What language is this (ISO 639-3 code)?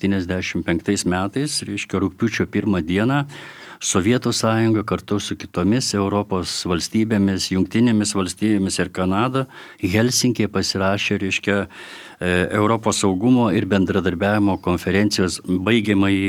lit